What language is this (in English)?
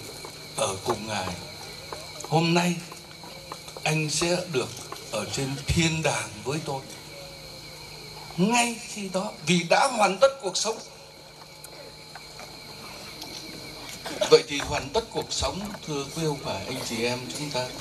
Vietnamese